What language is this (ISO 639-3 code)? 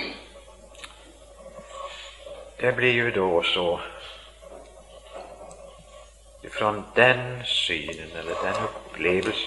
swe